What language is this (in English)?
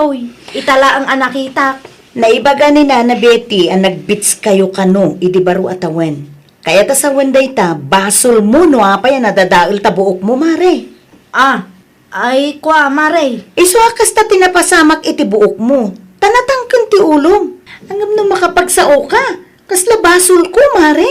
Iloko